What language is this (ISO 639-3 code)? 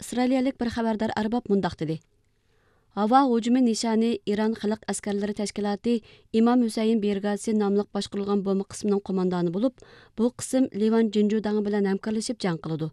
uig